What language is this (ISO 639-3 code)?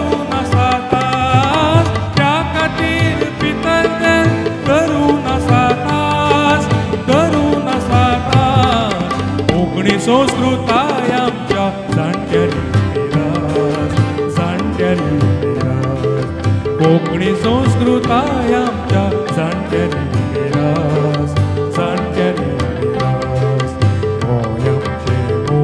kok